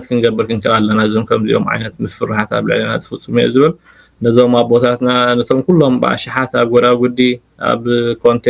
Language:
Tigrinya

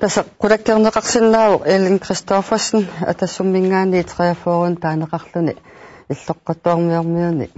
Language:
Kalaallisut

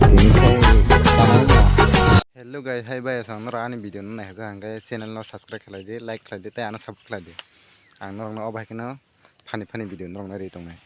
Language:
Kok Borok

